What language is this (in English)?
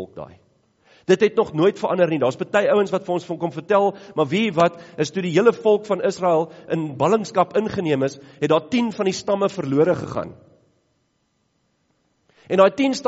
Afrikaans